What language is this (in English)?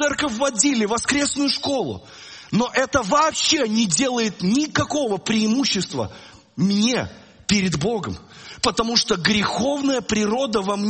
Russian